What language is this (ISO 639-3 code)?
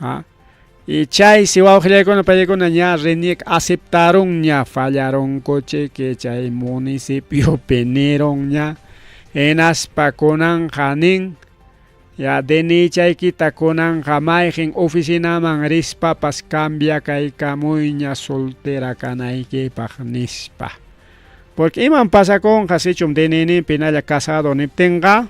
quy